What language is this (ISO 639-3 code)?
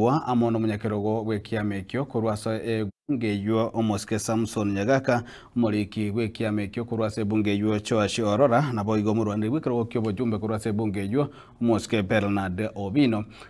guz